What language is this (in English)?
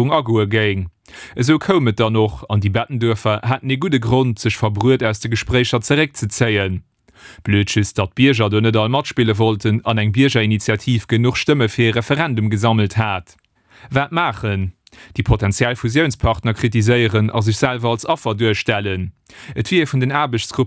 Luxembourgish